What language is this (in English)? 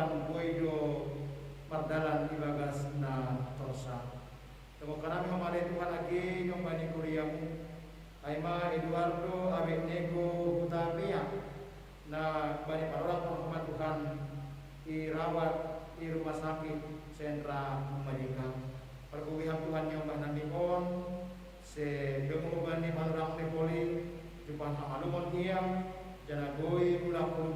Batak Simalungun